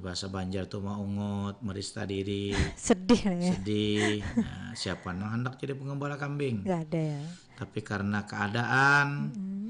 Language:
Banjar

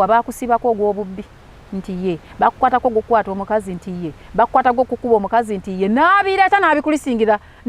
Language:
Ganda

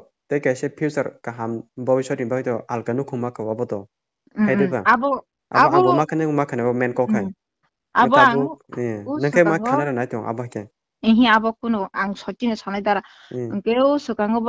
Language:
Kok Borok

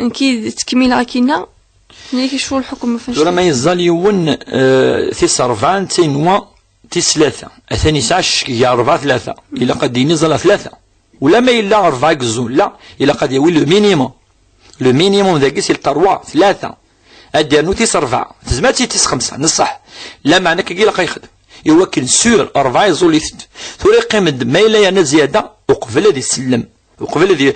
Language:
Kabyle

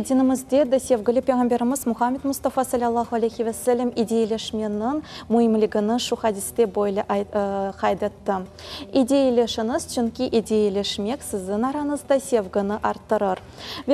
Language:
Crimean Tatar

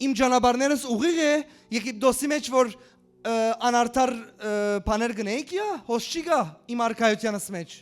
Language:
Western Armenian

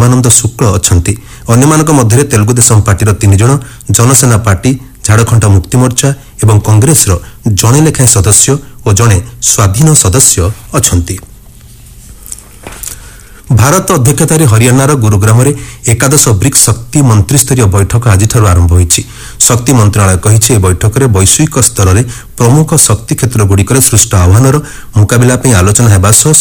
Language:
Odia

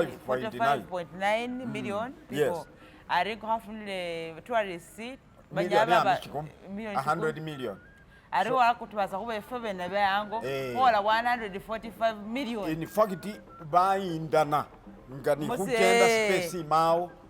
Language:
Masaaba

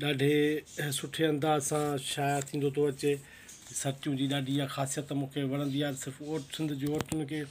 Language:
Sindhi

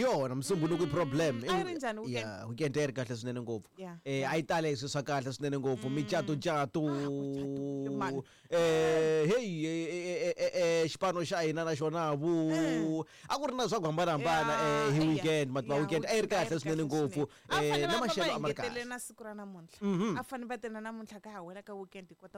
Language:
Tsonga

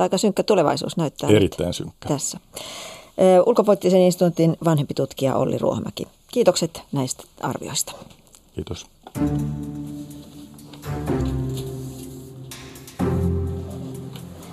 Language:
Finnish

